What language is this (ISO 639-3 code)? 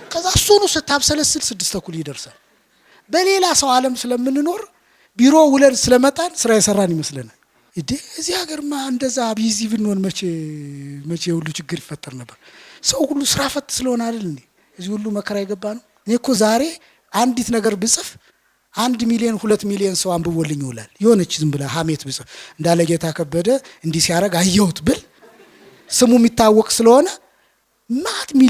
amh